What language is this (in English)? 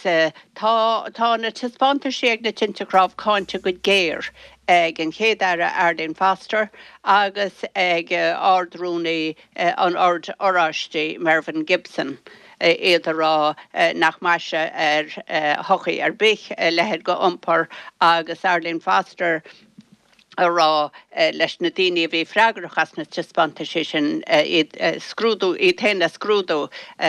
Irish